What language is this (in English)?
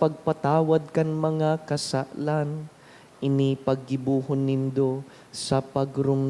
Bikol